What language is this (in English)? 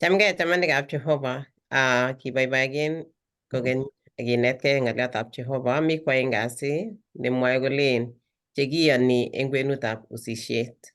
Kalenjin